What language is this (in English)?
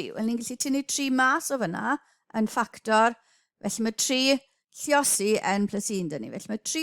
Welsh